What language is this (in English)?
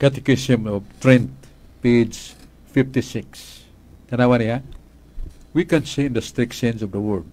Cebuano